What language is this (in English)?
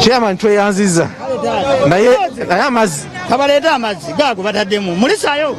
Ganda